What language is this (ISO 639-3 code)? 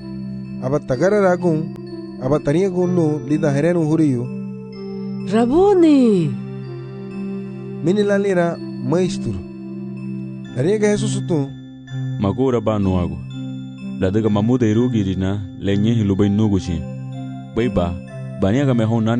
cab